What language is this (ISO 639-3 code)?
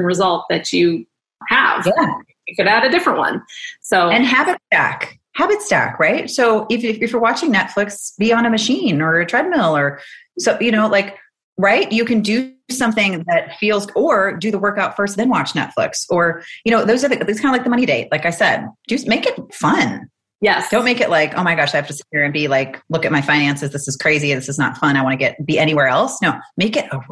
eng